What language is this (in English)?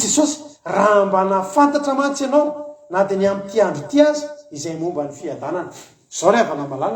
Malagasy